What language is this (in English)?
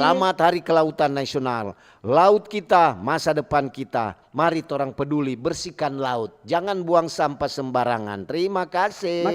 Manado Malay